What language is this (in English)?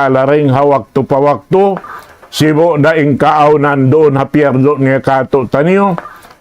Tausug